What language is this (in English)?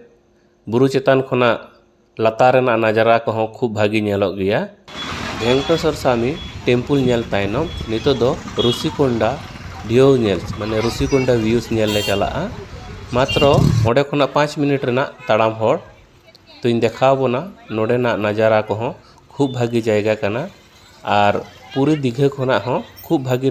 Santali